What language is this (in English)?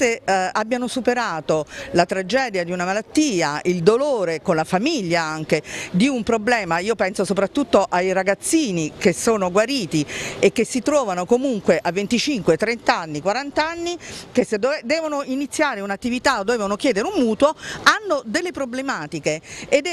Italian